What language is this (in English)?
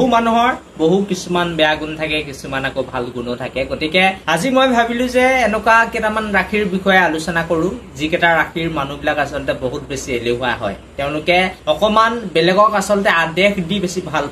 Assamese